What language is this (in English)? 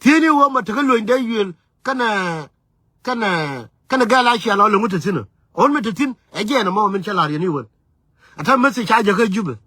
Nuer